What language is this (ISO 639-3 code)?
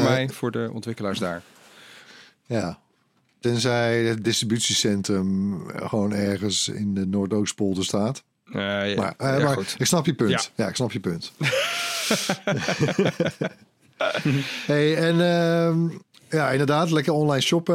nld